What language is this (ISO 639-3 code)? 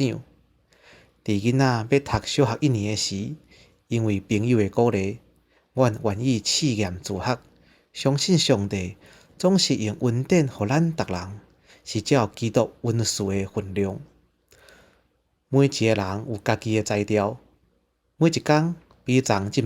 nan